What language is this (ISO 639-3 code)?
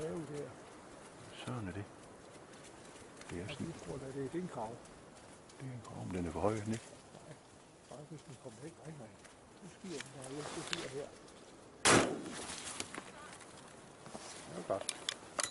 dan